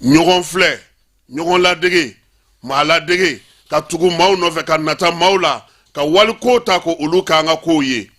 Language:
Bambara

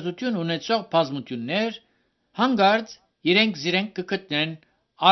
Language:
Armenian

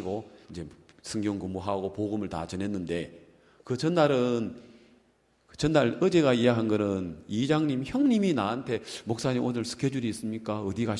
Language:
Korean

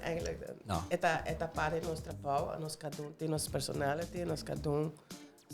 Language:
Papiamento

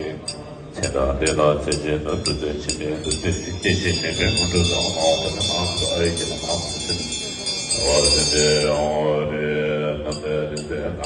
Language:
Tibetan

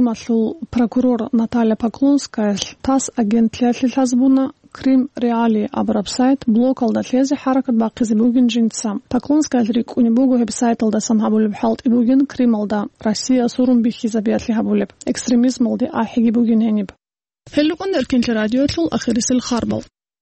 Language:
Avaric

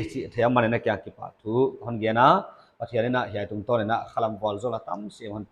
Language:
Paite Chin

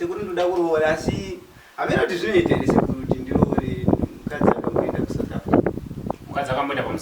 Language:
Shona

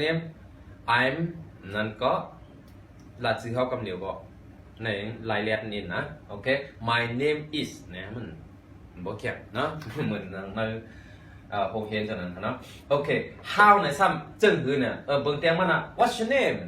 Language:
Shan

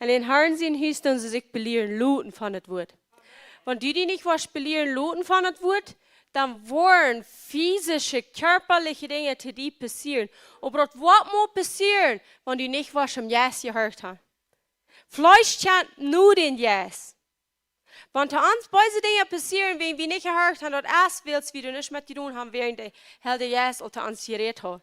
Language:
Plautdietsch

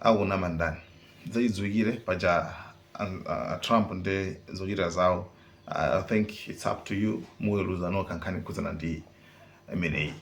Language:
Nyanja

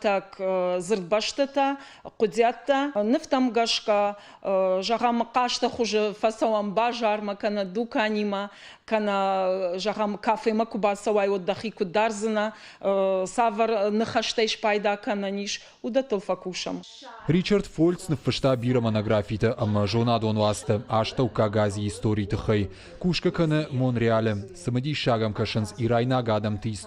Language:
Ossetic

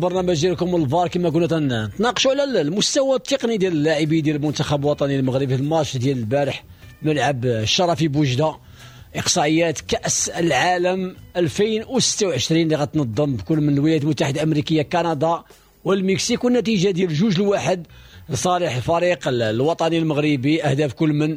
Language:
Moroccan Arabic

